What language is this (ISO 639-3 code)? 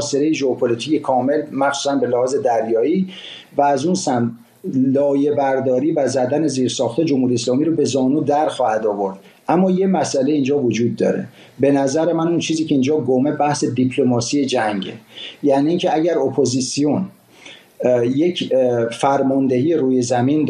fas